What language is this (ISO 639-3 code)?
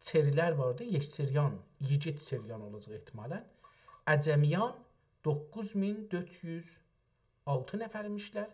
azb